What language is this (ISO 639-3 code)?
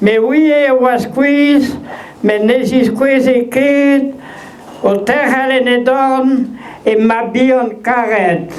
bre